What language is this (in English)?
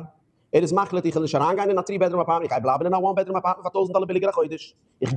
Yiddish